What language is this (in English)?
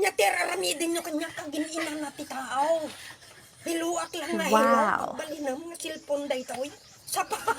Iloko